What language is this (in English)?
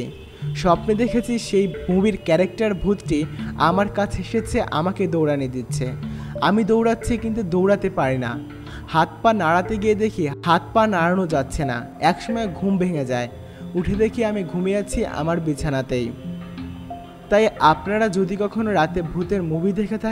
Bangla